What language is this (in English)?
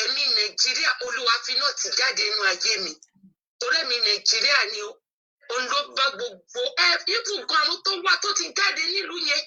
Yoruba